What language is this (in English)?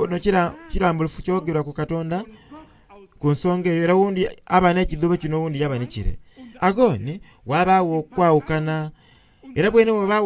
Soga